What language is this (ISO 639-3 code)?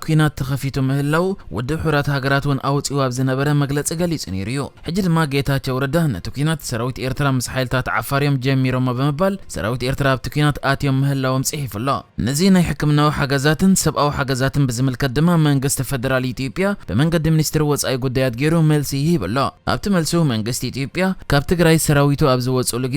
tir